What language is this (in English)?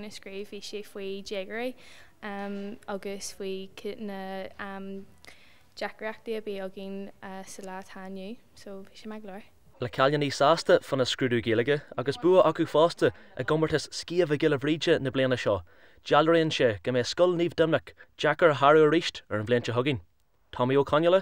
Irish